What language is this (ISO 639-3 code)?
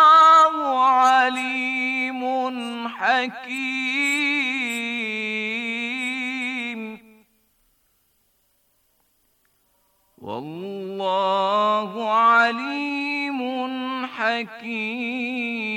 bos